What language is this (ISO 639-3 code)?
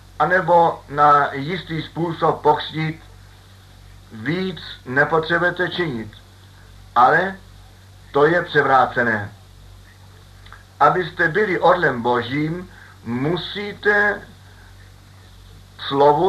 ces